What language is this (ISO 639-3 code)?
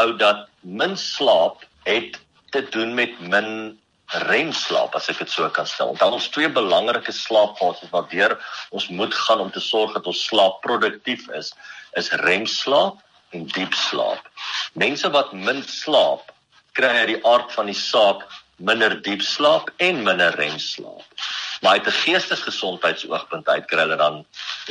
afr